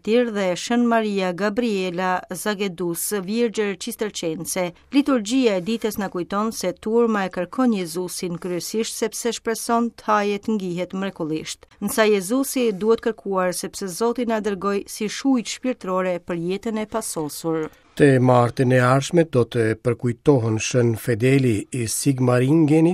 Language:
Albanian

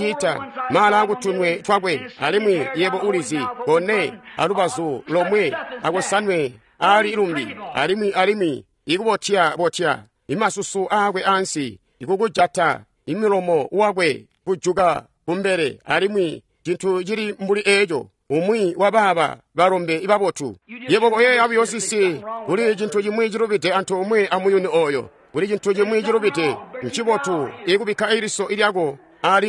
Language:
Tonga (Zambia)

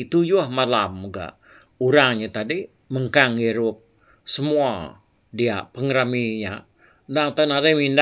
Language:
Iban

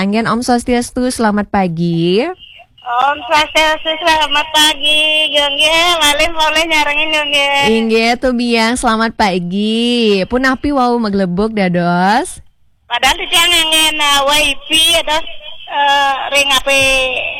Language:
Balinese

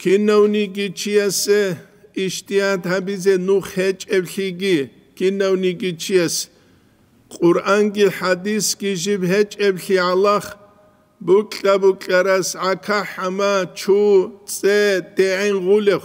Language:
Avaric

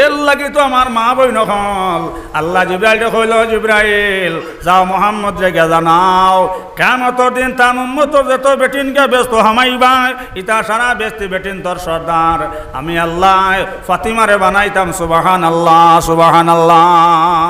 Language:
Sylheti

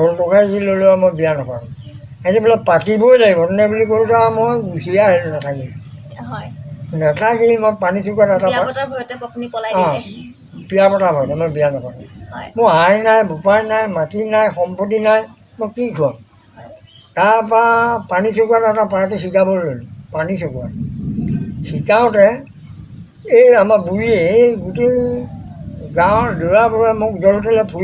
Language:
Assamese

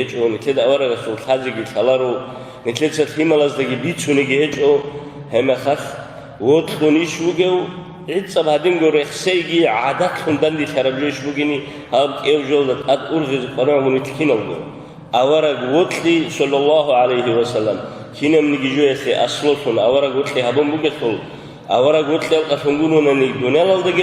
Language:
Avaric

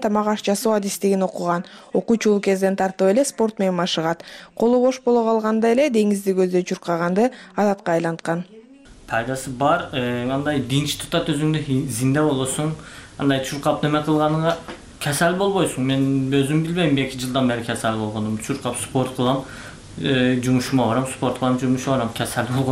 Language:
Kyrgyz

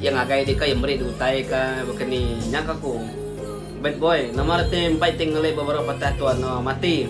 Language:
Iban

